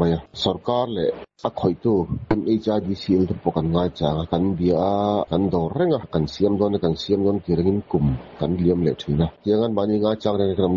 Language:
Mizo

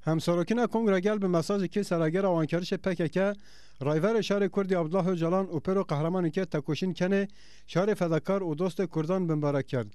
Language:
Zaza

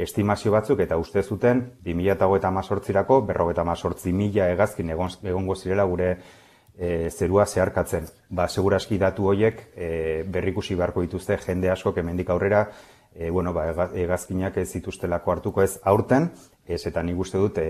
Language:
Basque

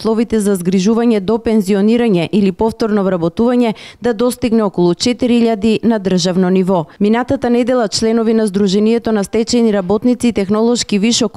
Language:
Macedonian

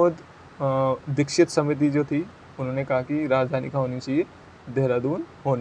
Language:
Hindi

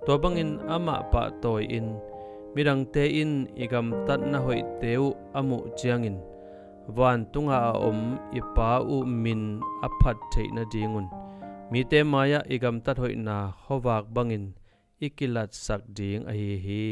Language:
Tedim Chin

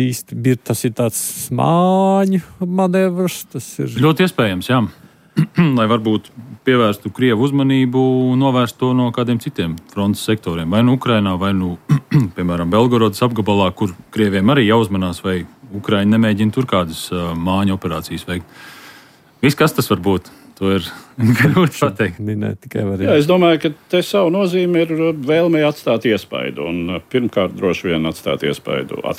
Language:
Latvian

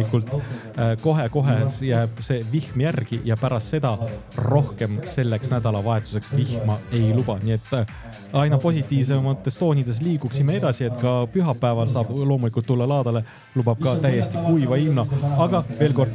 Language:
Estonian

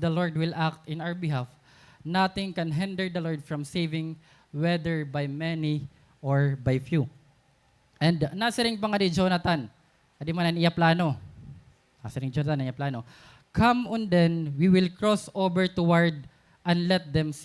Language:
Waray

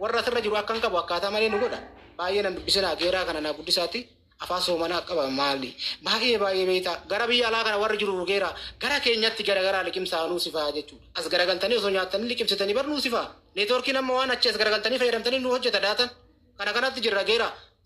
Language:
Oromo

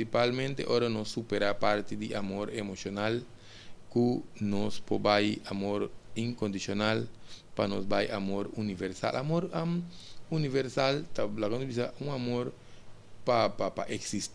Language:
Papiamento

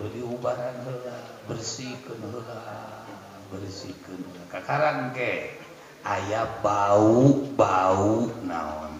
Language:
Sundanese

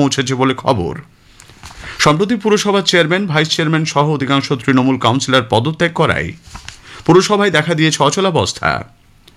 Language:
Bangla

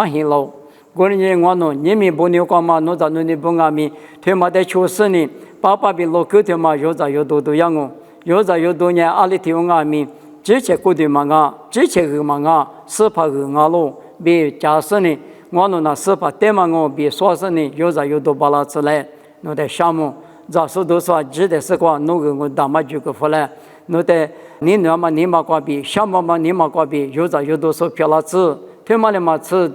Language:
Lisu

